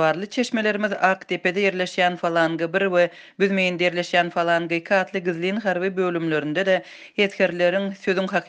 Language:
Turkmen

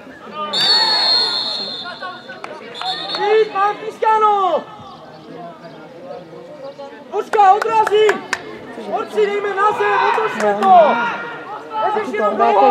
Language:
Czech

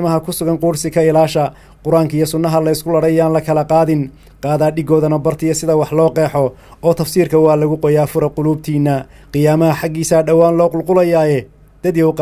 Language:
Somali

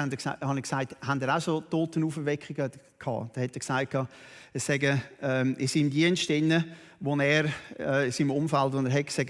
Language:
Swiss German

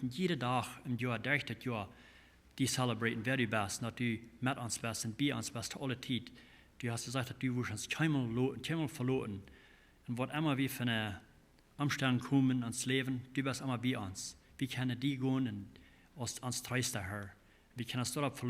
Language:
Plautdietsch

